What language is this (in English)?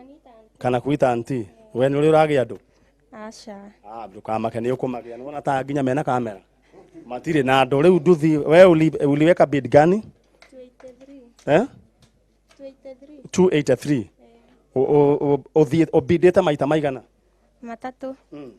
Kikuyu